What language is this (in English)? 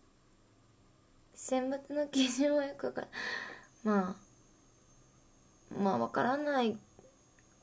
Japanese